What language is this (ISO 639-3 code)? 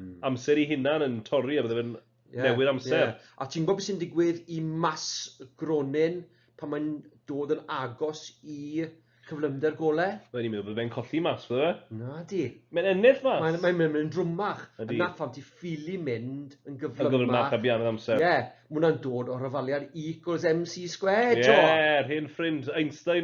cym